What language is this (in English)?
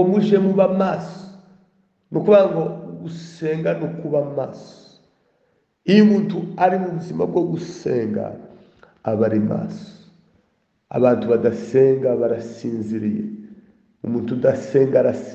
Kinyarwanda